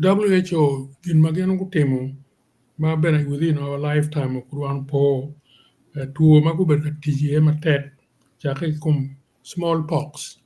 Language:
Acoli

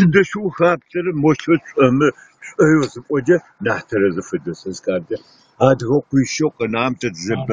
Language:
Adyghe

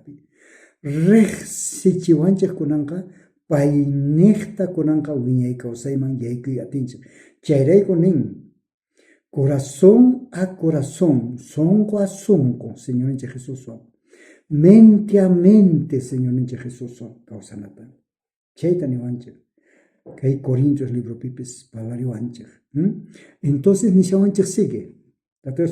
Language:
South Bolivian Quechua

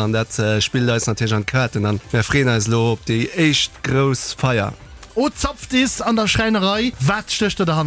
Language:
Luxembourgish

